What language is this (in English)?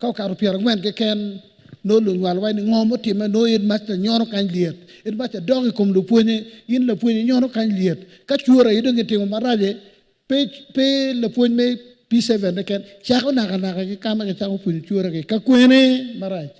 Acoli